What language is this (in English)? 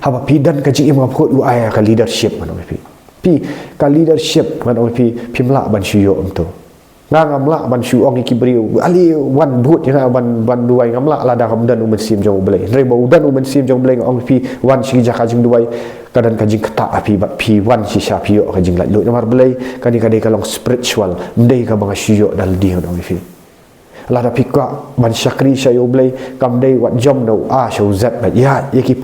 Khasi